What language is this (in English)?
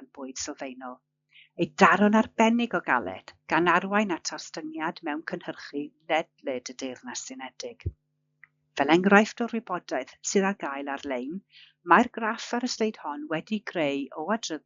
Welsh